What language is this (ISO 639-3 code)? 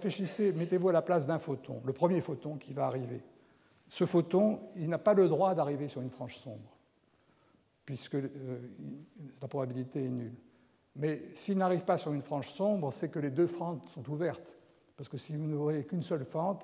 fra